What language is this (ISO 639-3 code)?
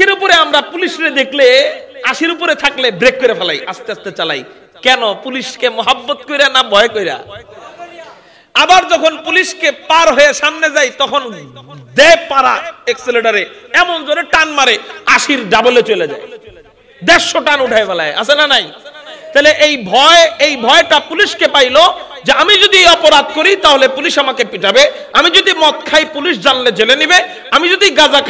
ben